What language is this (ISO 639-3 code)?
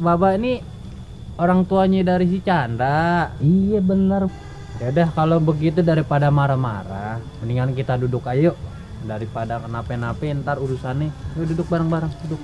bew